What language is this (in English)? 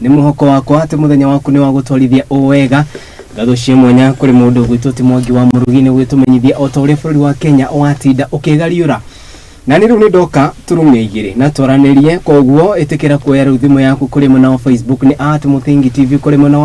Kikuyu